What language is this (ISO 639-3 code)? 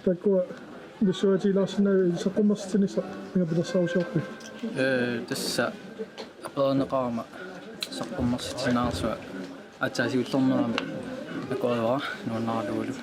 kal